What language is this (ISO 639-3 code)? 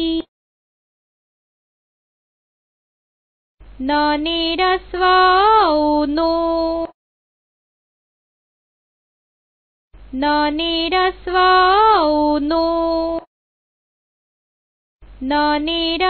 guj